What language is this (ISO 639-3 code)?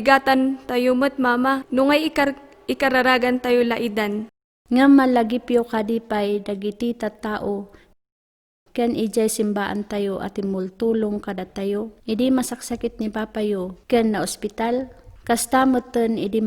ilo